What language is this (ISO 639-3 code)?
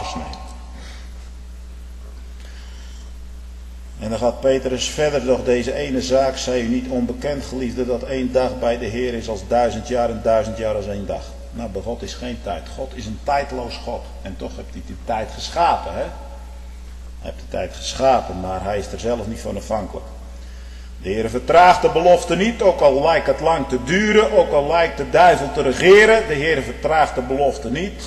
nld